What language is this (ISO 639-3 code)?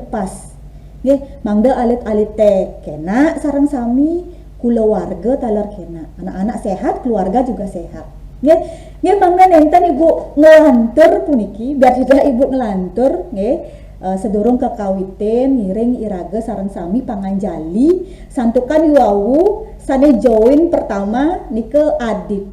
ban